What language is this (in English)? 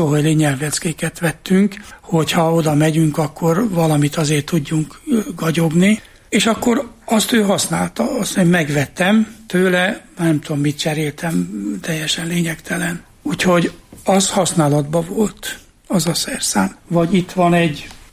Hungarian